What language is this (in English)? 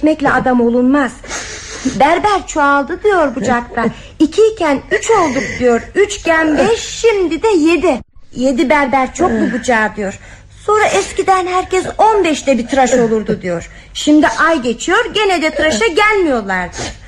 Turkish